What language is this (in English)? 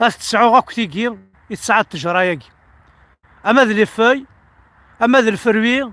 Kabyle